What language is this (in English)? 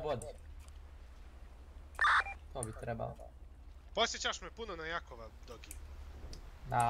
Bosnian